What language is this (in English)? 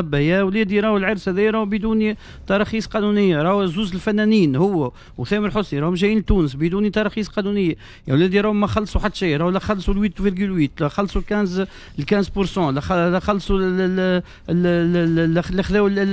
Tunisian Arabic